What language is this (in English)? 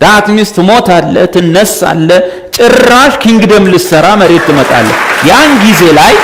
Amharic